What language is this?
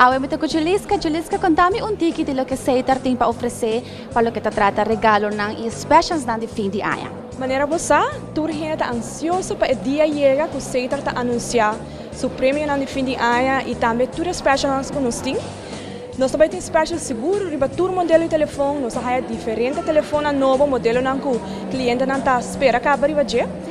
Papiamento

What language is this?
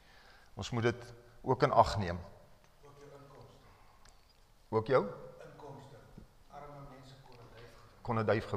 Afrikaans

